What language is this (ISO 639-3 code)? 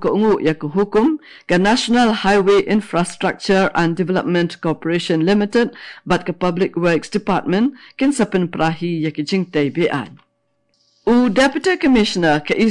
kha